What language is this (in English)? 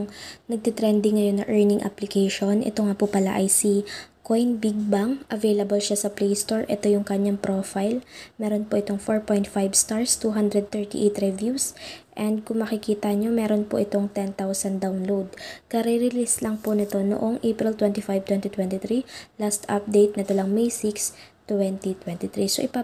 Filipino